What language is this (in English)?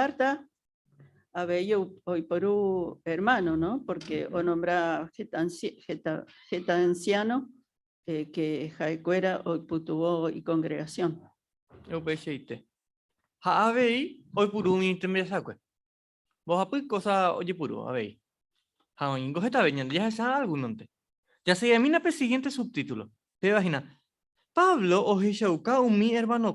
Guarani